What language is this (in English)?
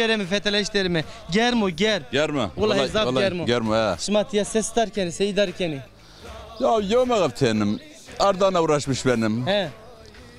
Zaza